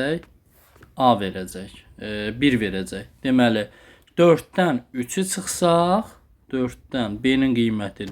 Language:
Azerbaijani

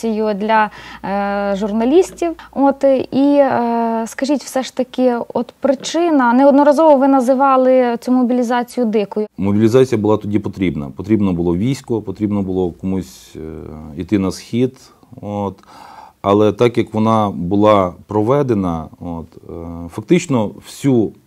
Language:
Ukrainian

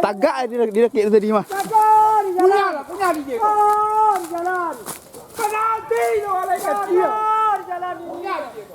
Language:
Minangkabau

